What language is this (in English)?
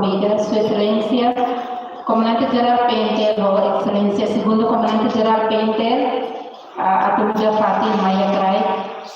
Tetum